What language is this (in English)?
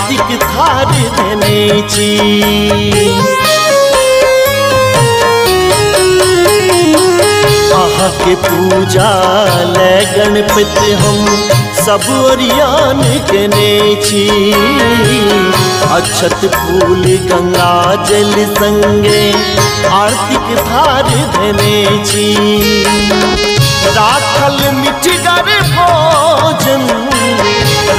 Maithili